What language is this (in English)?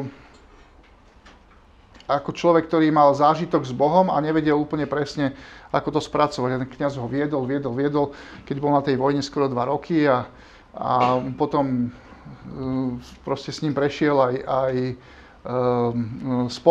Slovak